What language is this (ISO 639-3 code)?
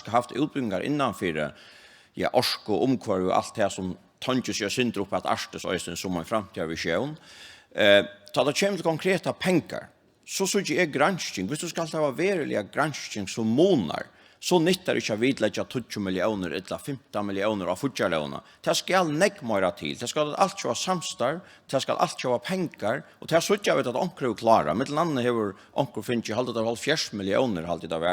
fao